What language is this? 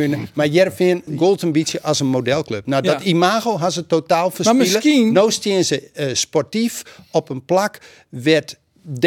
Western Frisian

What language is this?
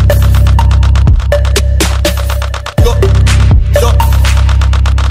English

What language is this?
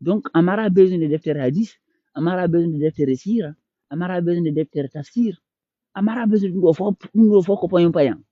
Fula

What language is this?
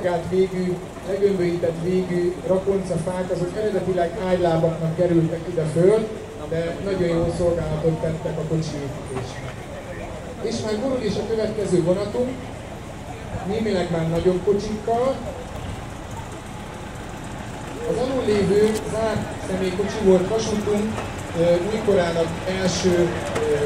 Hungarian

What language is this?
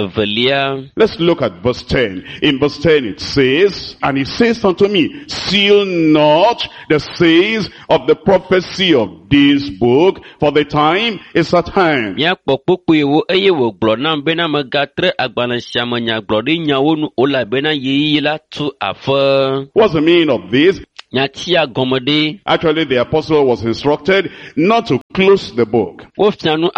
Ewe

